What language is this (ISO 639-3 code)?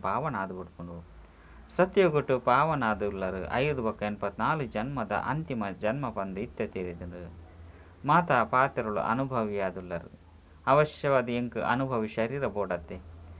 tcy